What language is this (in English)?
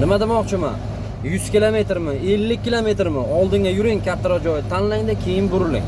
Uzbek